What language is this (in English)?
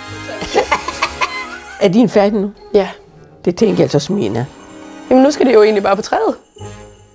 Danish